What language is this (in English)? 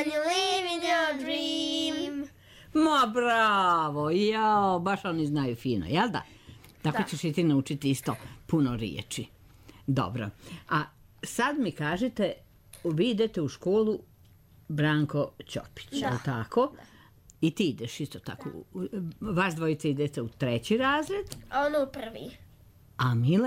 Serbian